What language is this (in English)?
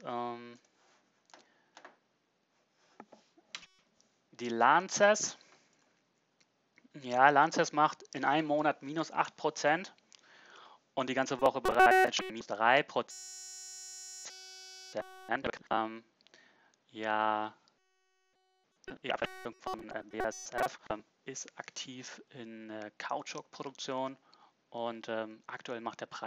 German